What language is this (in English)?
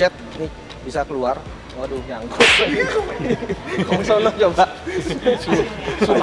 Indonesian